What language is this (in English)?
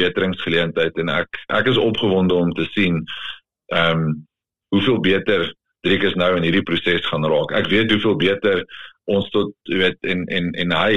Afrikaans